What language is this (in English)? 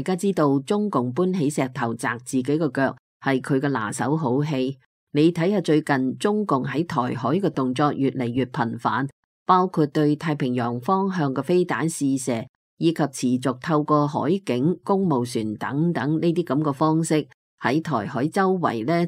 Cantonese